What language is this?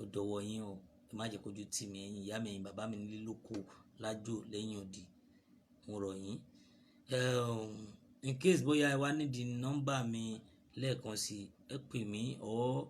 Yoruba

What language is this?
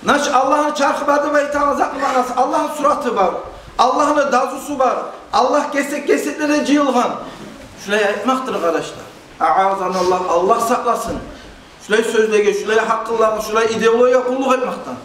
Kumyk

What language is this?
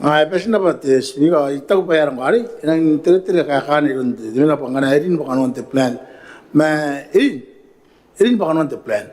Gilbertese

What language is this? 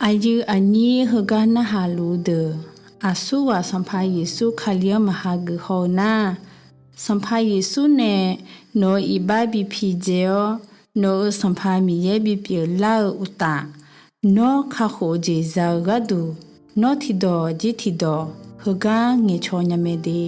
Akha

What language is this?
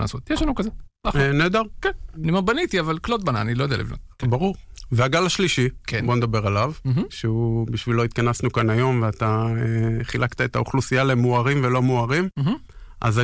Hebrew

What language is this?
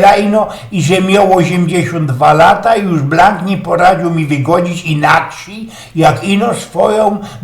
Silesian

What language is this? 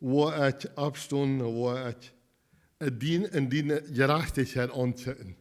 Plautdietsch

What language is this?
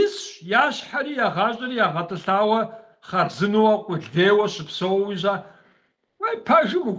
Kabardian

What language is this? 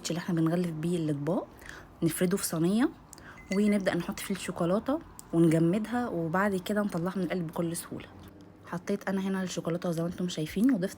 Egyptian Arabic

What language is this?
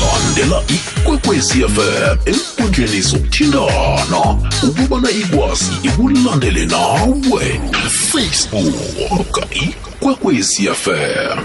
South Ndebele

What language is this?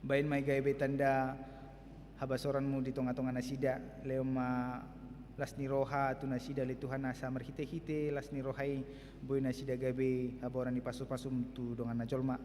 Batak Toba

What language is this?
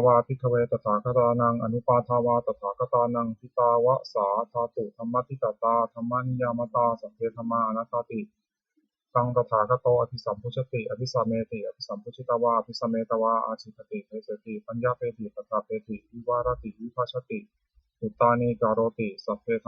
Pali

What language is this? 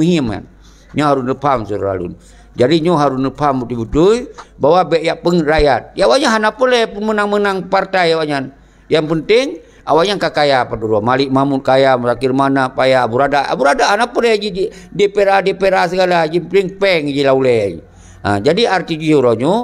Achinese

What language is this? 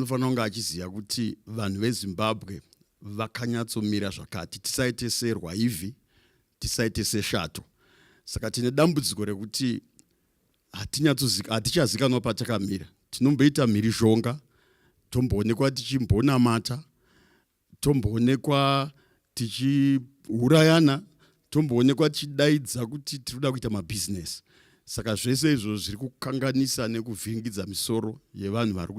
Shona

